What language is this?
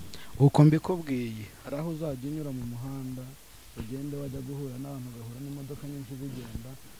Kinyarwanda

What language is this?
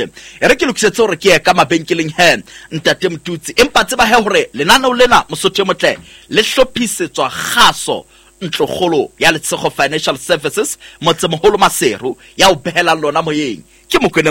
Southern Sotho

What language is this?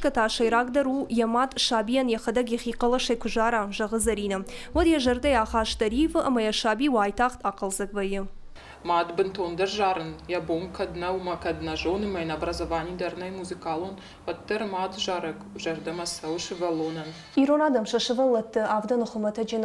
Ossetic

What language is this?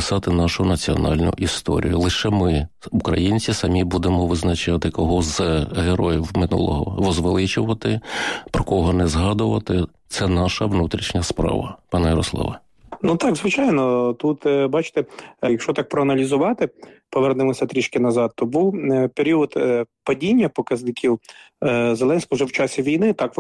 Ukrainian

